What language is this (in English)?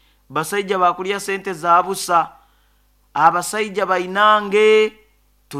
Nyoro